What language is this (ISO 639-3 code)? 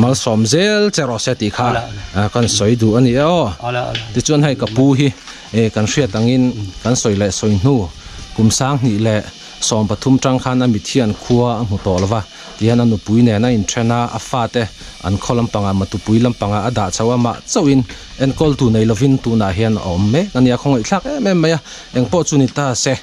lus